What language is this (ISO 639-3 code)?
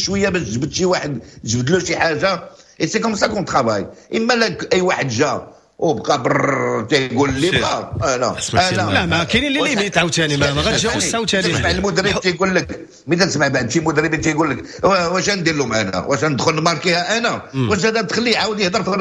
ary